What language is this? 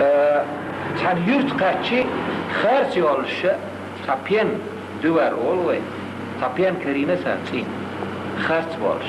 Chechen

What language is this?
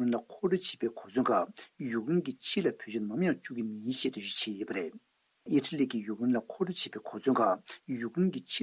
Tibetan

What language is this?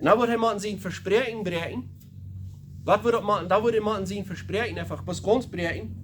Plautdietsch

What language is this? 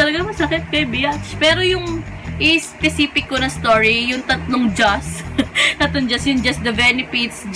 Filipino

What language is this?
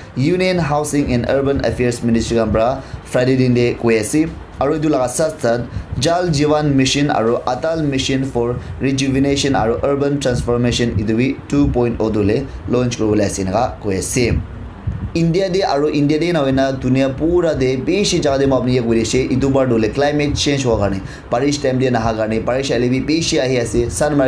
Naga Pidgin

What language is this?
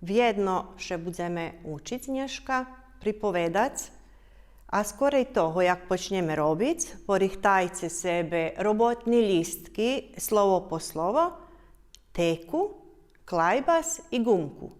Rusyn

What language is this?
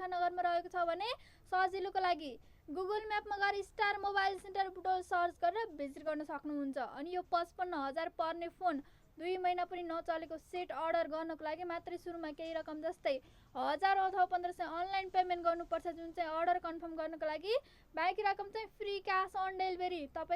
Nepali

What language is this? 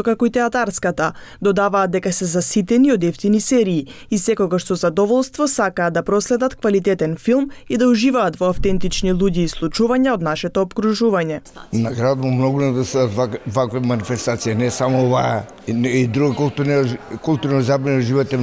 Macedonian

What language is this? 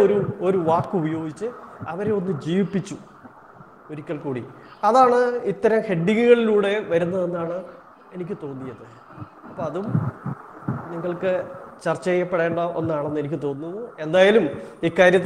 Malayalam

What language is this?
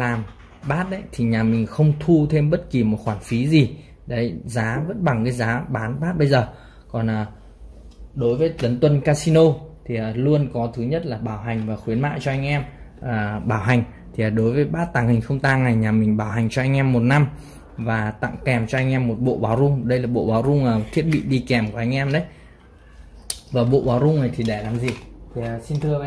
Vietnamese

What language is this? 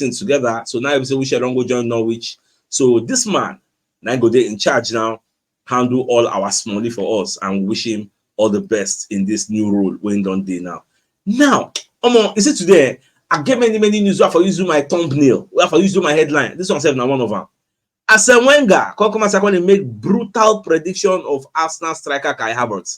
Nigerian Pidgin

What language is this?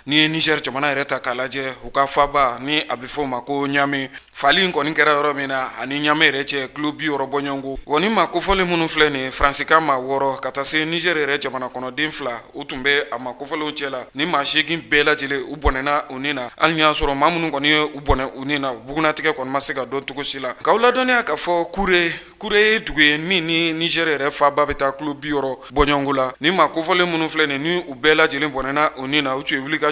Bambara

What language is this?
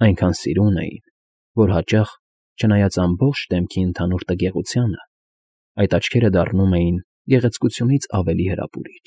Armenian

